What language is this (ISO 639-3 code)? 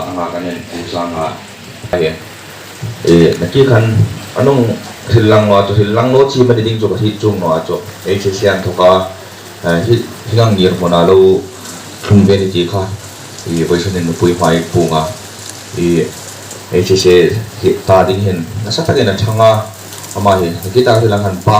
hmr